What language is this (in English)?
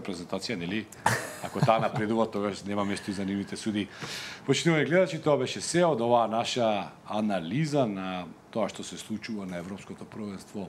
Macedonian